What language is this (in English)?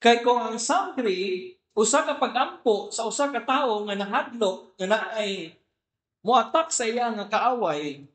Cebuano